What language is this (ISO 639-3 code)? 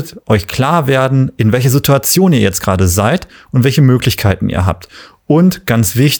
deu